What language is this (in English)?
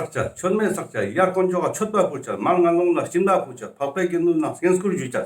Ladakhi